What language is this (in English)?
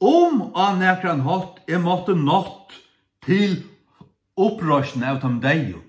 Faroese